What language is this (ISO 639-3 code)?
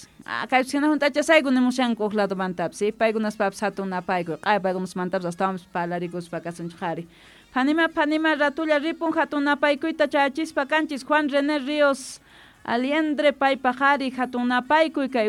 quh